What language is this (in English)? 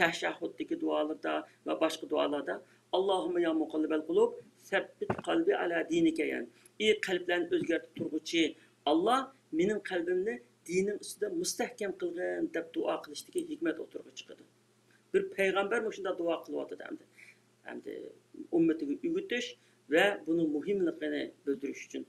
Uyghur